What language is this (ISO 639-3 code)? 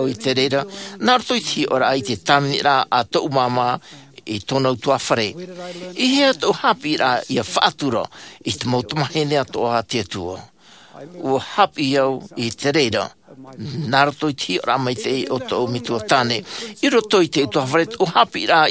tah